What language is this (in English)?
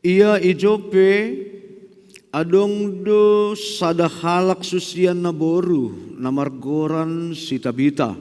Batak Simalungun